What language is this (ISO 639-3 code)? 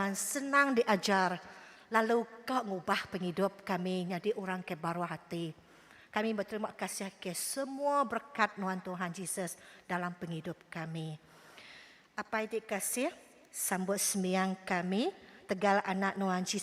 iba